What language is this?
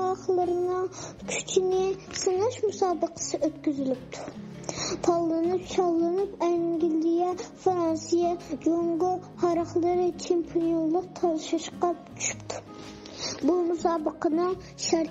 Uyghur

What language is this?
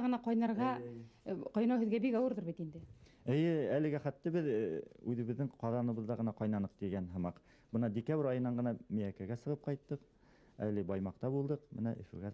Bashkir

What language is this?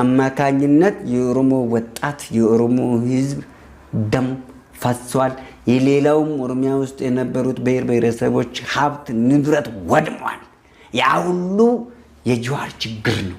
Amharic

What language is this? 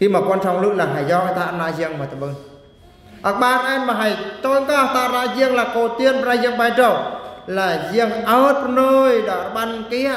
Eastern Bru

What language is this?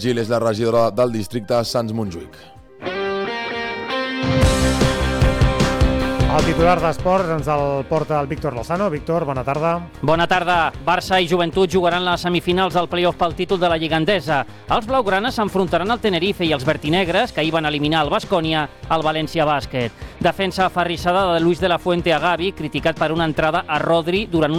Catalan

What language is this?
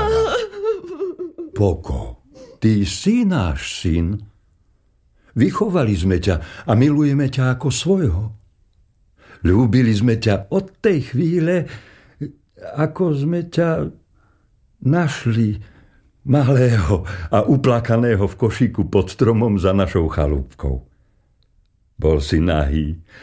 Slovak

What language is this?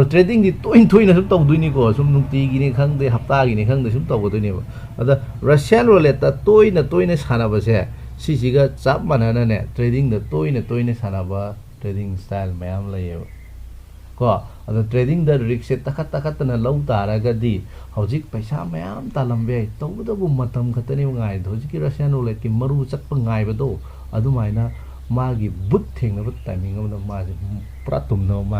Manipuri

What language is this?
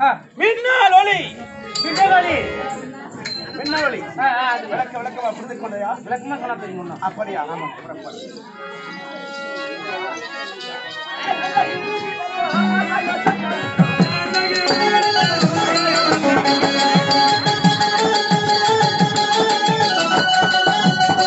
Tamil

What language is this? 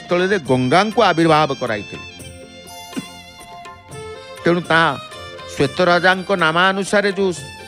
Odia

